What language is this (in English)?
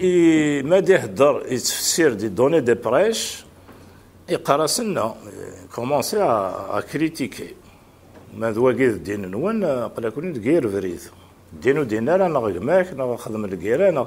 Kabyle